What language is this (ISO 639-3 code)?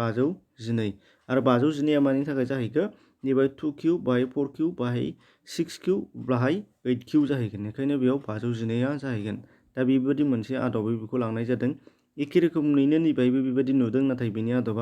brx